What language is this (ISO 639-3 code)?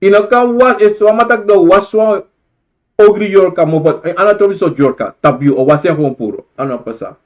srn